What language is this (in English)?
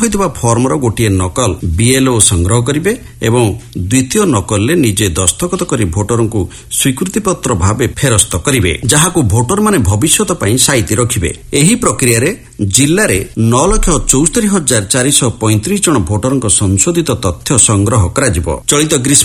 Odia